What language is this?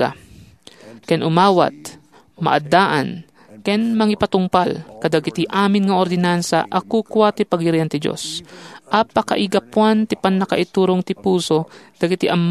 Iloko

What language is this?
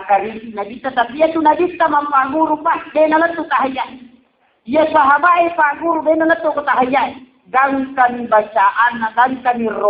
Buginese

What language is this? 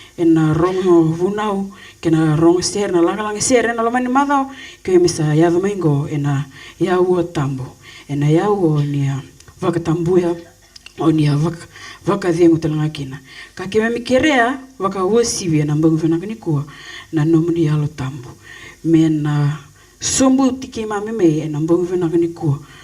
Fijian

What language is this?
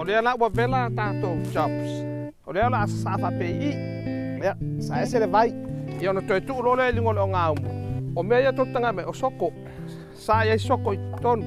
Samoan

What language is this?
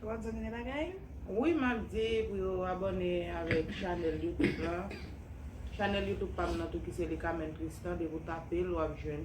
Haitian Creole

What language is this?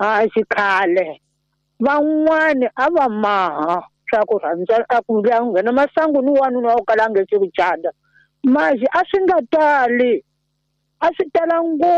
Tsonga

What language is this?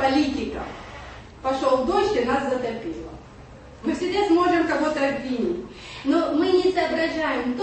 Russian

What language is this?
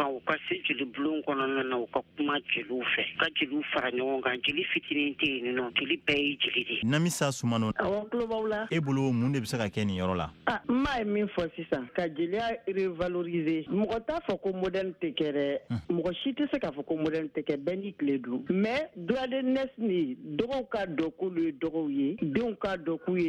Bambara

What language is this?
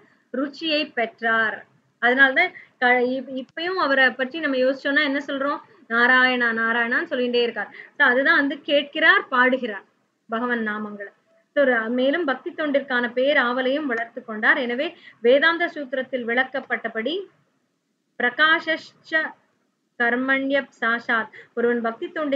Tamil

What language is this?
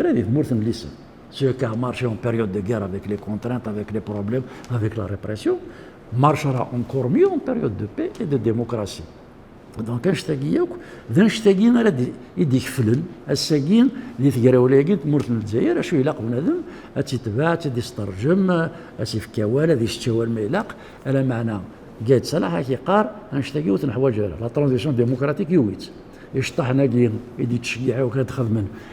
Kabyle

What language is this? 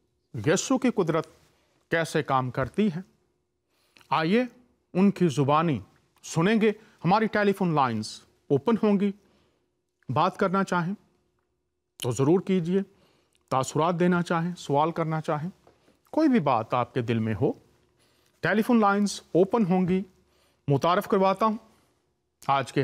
Urdu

